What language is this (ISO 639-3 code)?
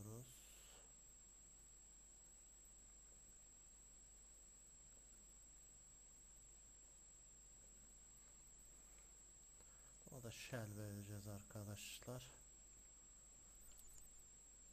tur